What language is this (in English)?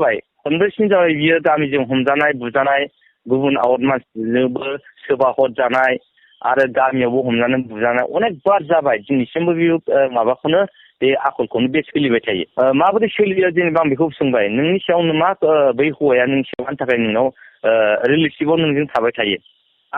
Bodo